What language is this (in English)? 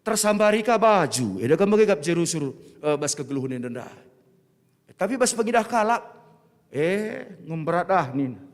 Batak Karo